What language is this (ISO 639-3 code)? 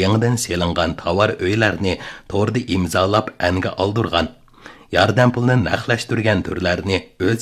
uig